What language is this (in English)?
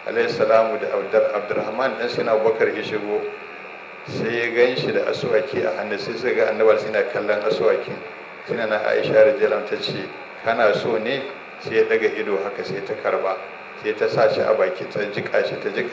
Hausa